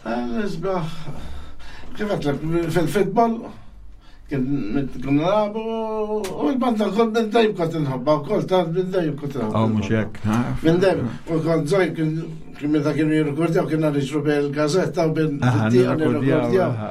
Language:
Maltese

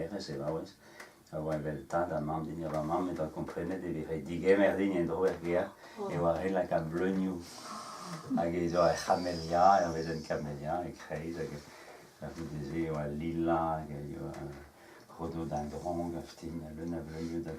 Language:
Breton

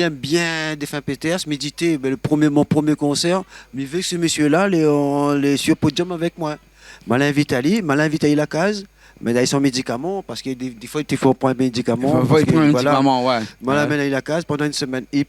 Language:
Réunion Creole French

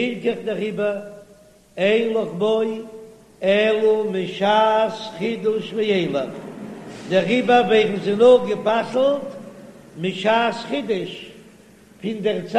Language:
Yiddish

